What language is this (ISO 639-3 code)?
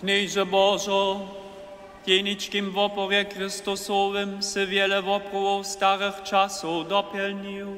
hsb